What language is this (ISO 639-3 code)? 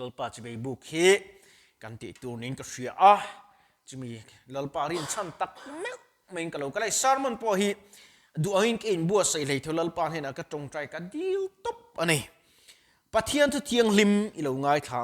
lus